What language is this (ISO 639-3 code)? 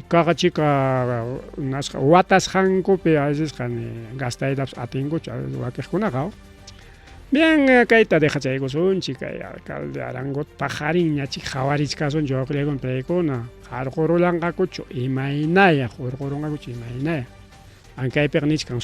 quy